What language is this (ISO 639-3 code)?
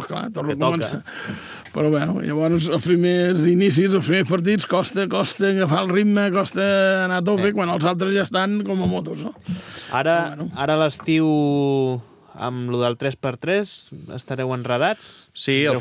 cat